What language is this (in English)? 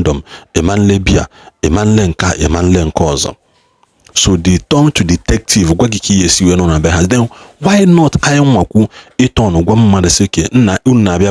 Igbo